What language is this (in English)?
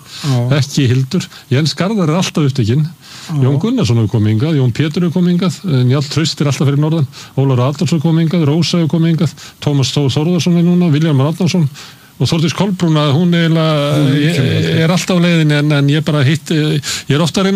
Icelandic